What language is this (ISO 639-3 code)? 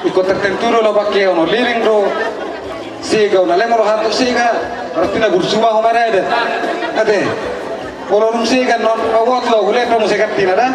bbc